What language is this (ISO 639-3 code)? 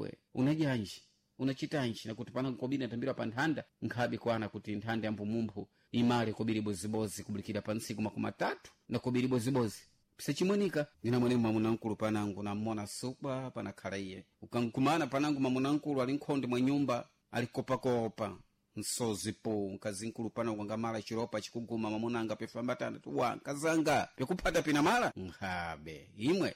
seh